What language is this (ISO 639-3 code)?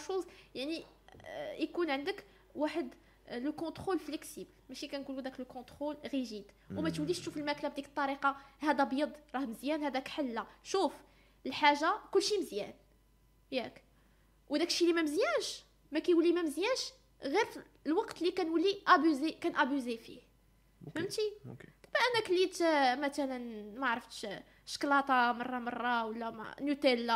ary